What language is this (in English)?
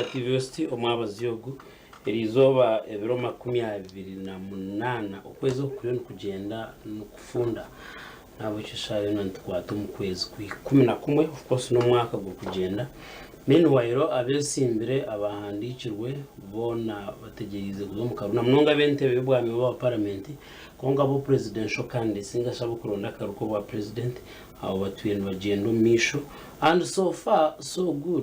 Nyankole